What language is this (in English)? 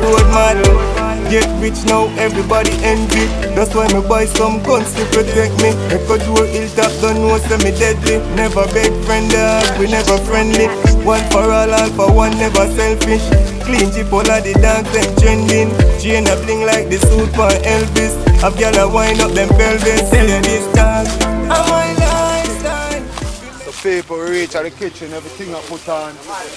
Jamaican Creole English